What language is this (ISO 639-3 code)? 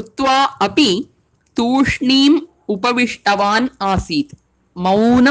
san